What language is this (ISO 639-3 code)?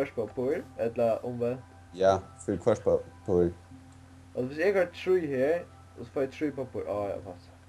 fao